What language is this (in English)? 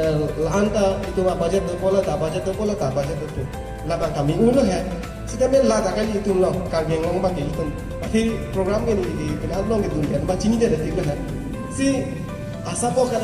Karbi